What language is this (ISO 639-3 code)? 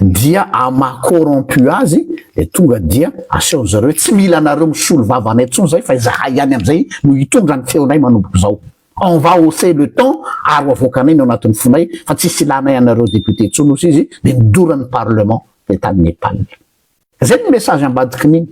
mlg